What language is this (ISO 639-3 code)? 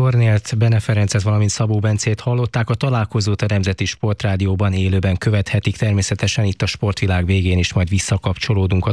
hun